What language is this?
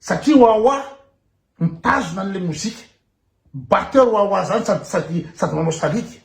Malagasy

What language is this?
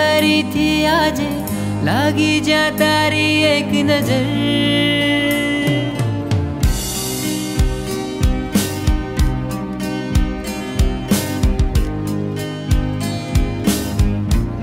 Gujarati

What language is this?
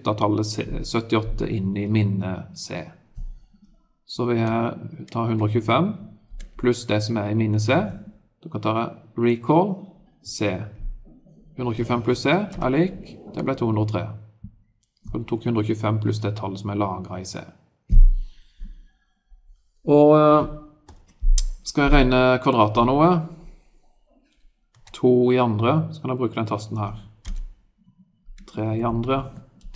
Norwegian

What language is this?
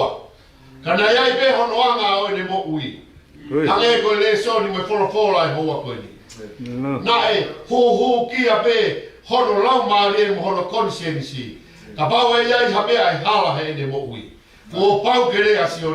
Tongan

